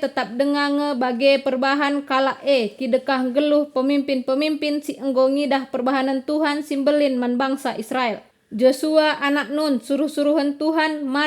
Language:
Batak Karo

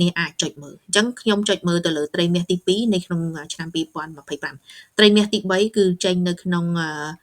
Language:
Khmer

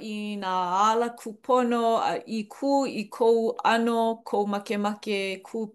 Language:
Hawaiian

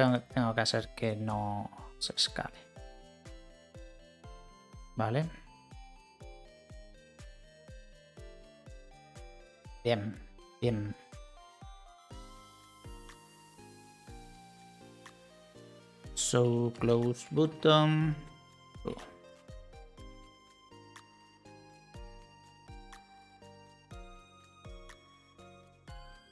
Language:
Spanish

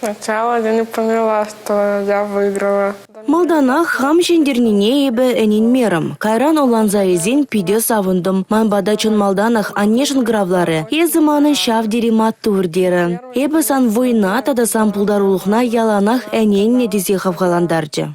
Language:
Chuvash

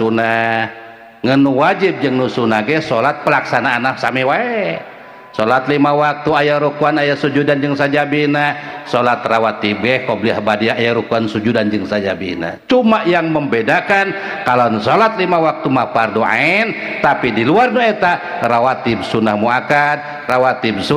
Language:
Sundanese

